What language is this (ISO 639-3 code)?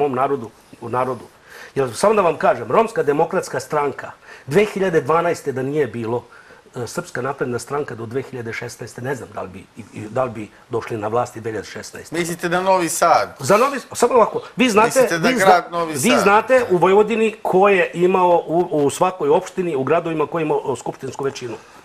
srp